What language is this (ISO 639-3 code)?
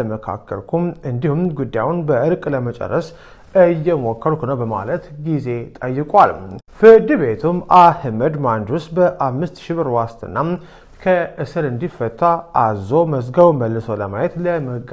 amh